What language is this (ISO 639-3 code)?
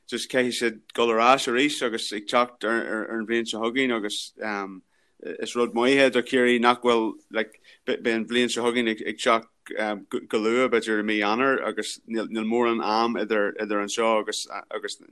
gle